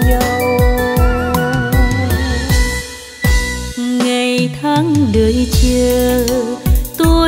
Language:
Vietnamese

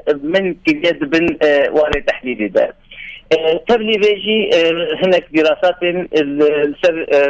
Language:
Kurdish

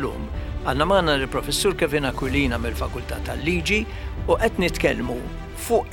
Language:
Maltese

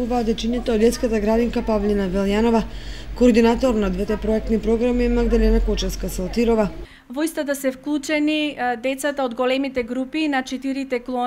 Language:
Macedonian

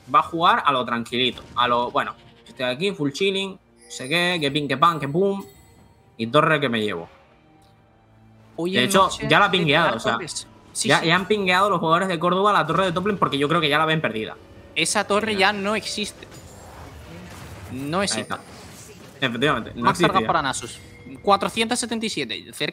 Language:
Spanish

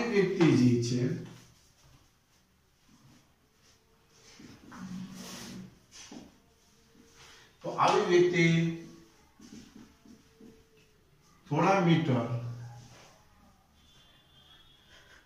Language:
Gujarati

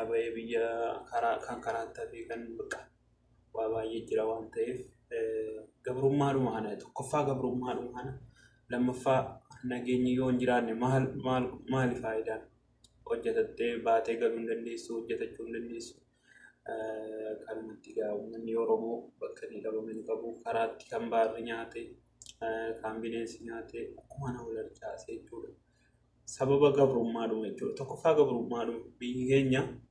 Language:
Oromo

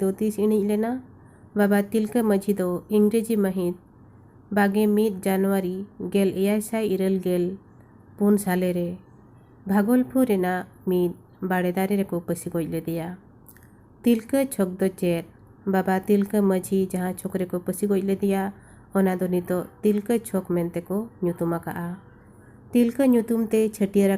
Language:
Santali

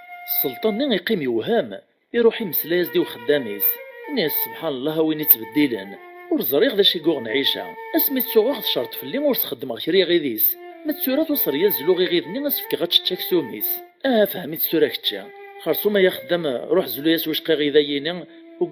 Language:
Kabyle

